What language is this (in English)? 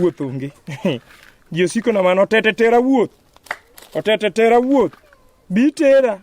Luo (Kenya and Tanzania)